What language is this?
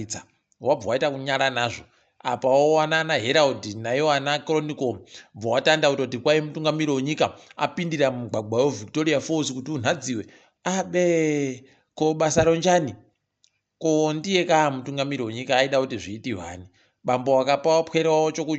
Ndau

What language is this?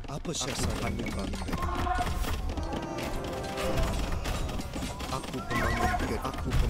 Malay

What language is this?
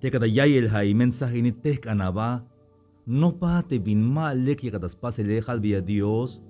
Tzeltal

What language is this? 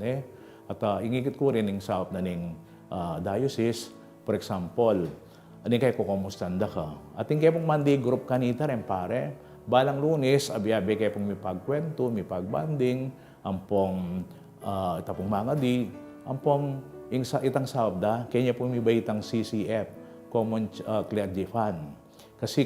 Pampanga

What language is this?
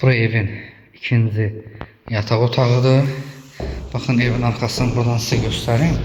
Azerbaijani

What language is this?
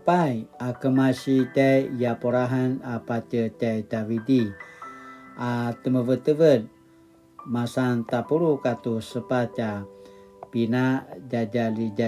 Paiwan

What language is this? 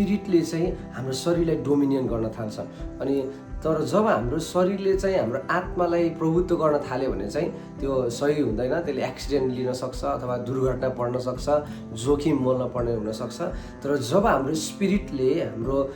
Nepali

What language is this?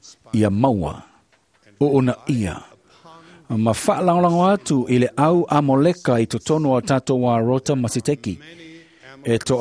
Samoan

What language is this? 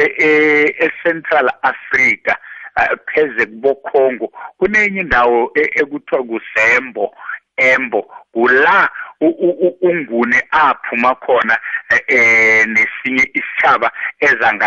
South Ndebele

